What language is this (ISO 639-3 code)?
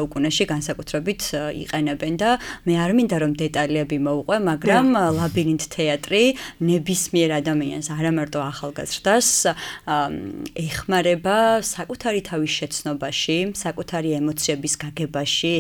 kat